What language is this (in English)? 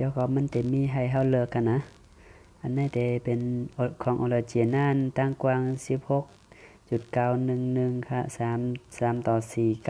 Shan